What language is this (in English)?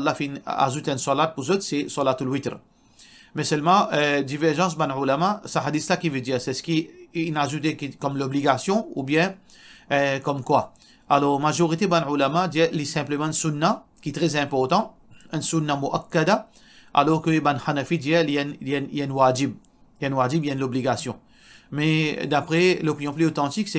Morisyen